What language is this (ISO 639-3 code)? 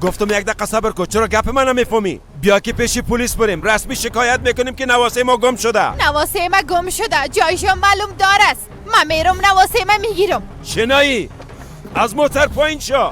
fas